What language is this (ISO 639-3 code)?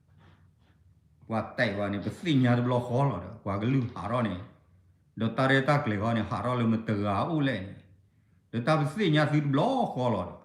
ksw